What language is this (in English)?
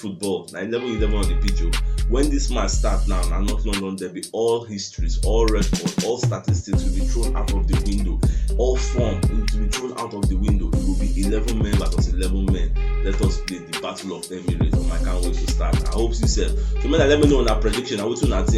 Nigerian Pidgin